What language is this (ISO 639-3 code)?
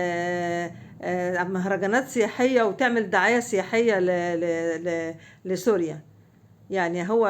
arz